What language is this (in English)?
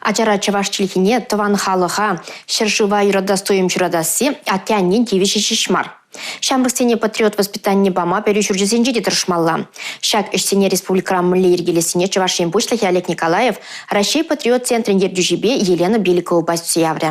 Chuvash